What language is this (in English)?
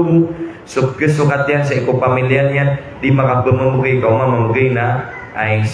Maranao